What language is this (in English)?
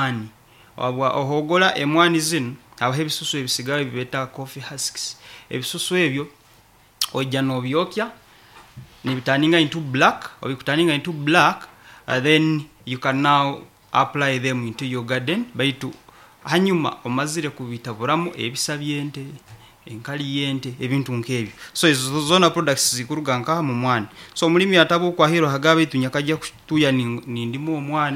Nyoro